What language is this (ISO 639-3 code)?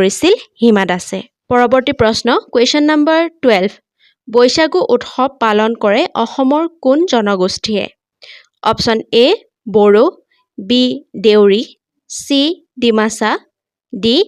asm